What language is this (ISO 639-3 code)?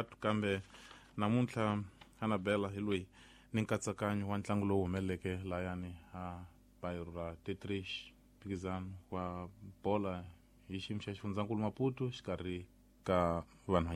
tso